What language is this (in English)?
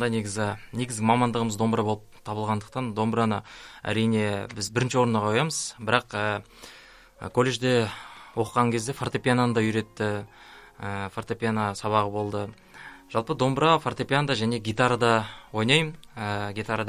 Kazakh